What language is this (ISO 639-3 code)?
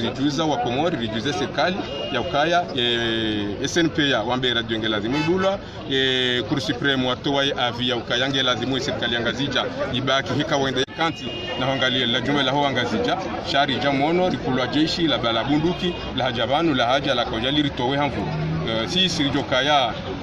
zdj